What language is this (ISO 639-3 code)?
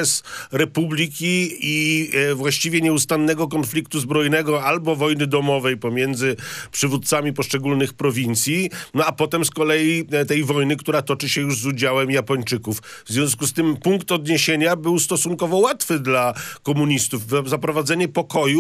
pol